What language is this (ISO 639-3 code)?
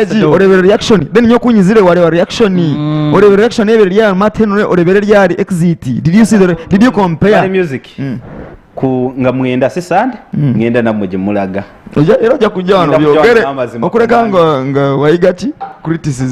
nyn